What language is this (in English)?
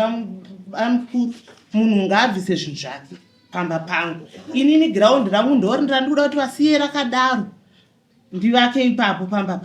Shona